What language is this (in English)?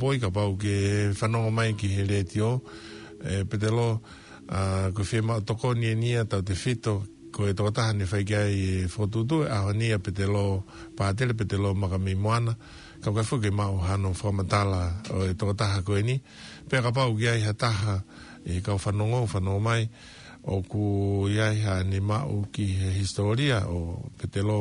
Tongan